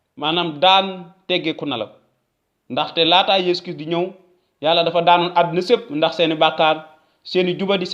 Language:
Wolof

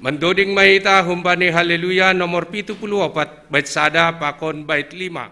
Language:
Batak Simalungun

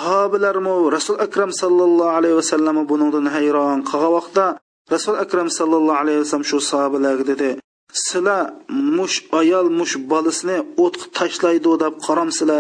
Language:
Uyghur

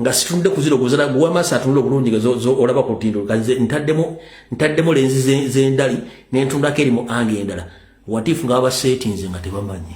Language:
Ganda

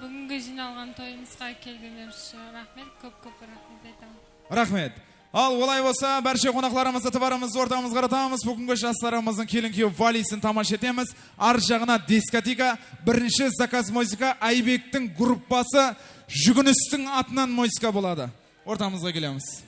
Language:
Kara-Kalpak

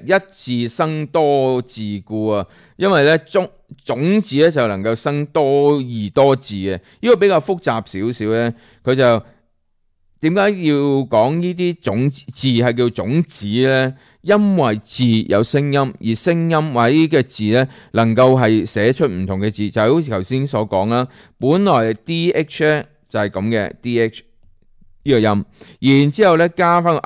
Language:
Cantonese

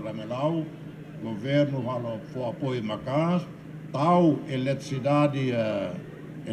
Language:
Tetum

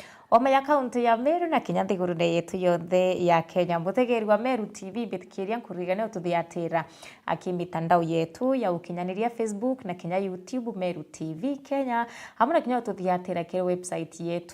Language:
Meru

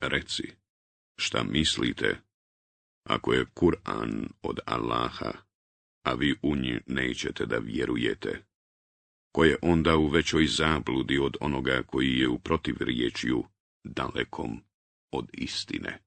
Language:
Bosnian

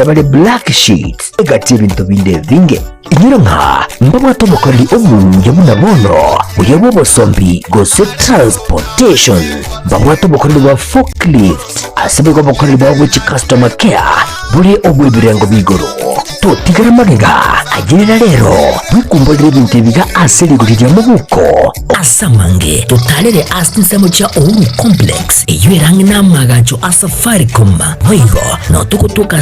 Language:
Gusii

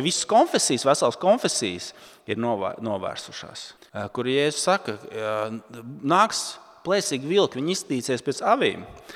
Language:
Latvian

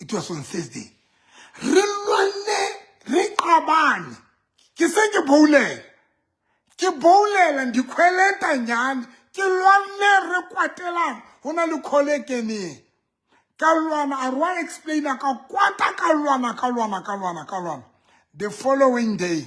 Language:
Southern Sotho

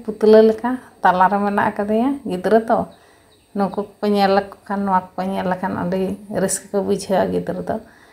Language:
Santali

